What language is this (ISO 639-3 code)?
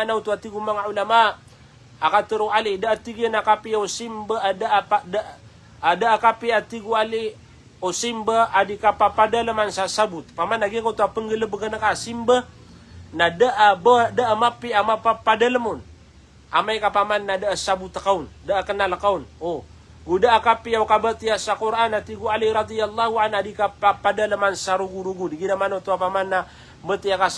mrw